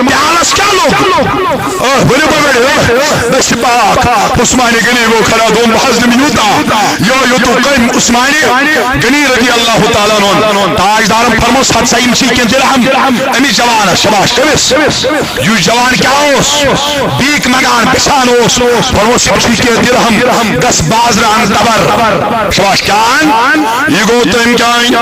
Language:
Kashmiri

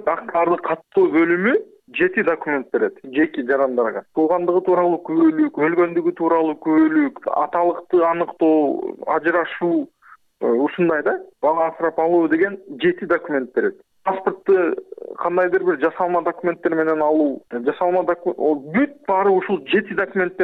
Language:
Kyrgyz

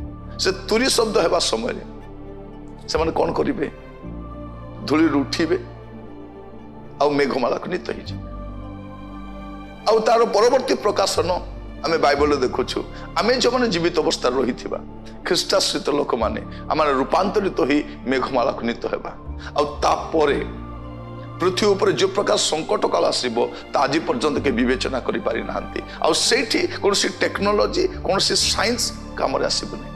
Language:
Odia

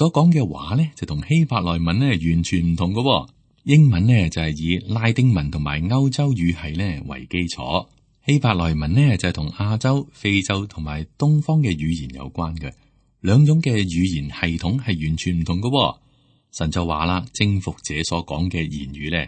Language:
Cantonese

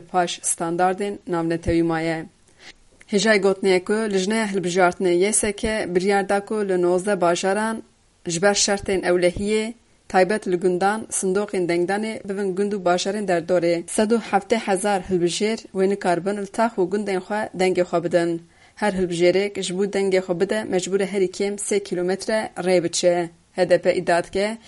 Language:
Kurdish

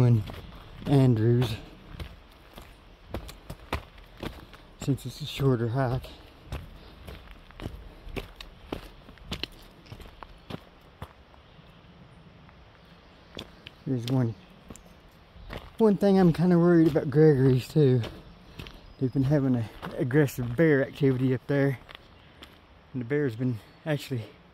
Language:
English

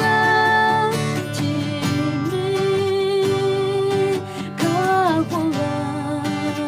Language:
Akha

